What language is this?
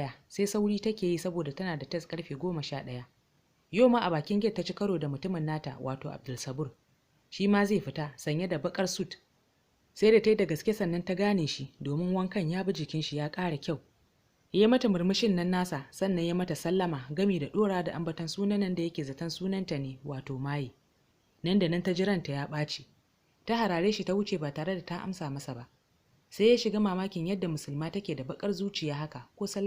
Hausa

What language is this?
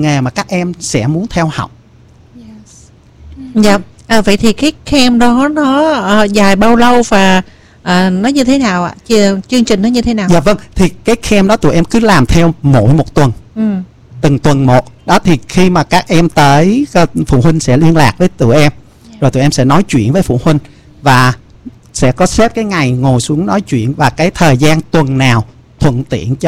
Vietnamese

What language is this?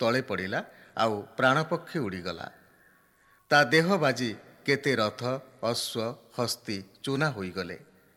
Odia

